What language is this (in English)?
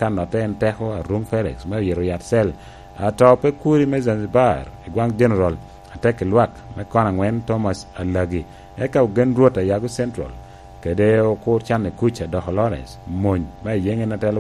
Lango (Uganda)